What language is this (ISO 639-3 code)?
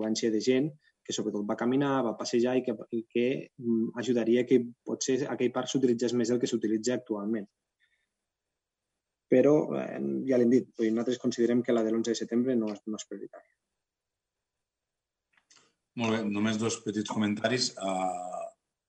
cat